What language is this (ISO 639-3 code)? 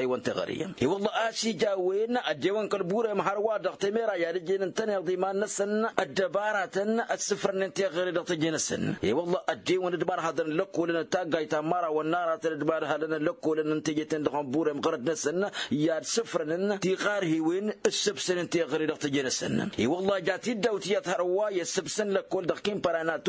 taq